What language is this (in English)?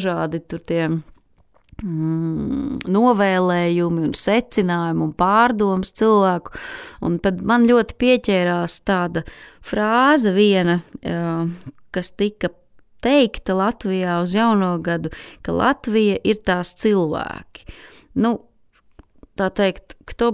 Latvian